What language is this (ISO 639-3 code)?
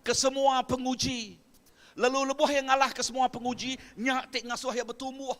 iba